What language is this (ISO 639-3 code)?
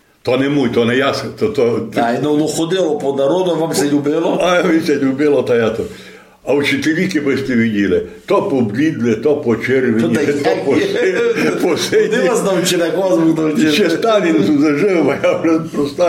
rue